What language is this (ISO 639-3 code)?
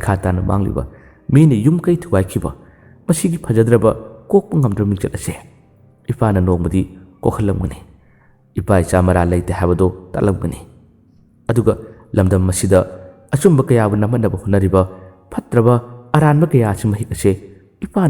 mni